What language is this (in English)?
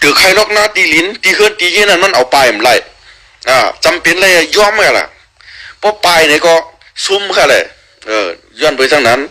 Shan